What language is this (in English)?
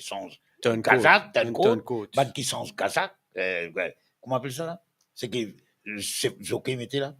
Morisyen